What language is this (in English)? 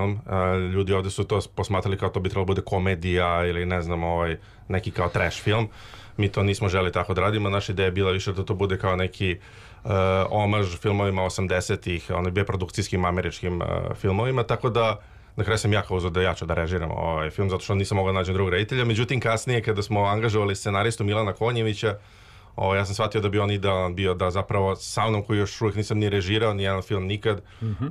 Serbian